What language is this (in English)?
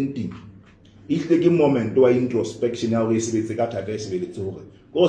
Southern Sotho